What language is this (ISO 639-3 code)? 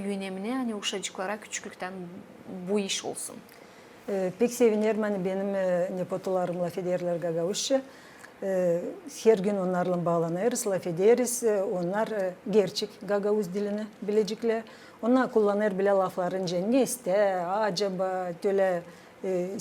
gag